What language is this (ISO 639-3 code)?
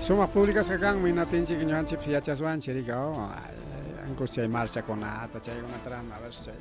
quy